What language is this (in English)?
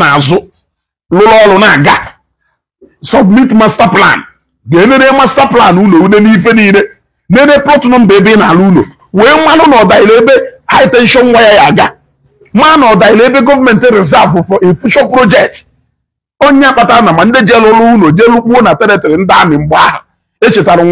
Igbo